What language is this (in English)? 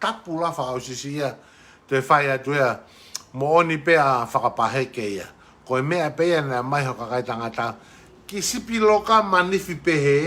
Tongan